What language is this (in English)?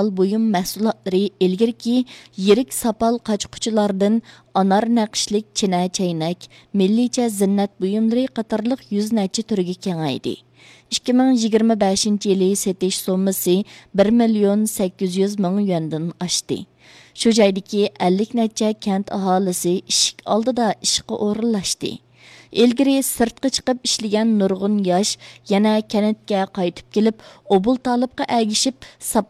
Uyghur